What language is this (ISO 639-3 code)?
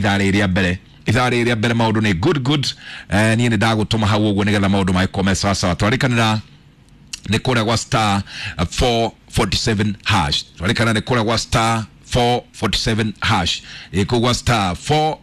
kik